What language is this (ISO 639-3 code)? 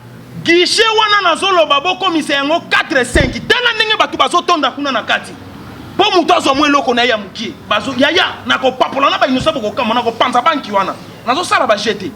lin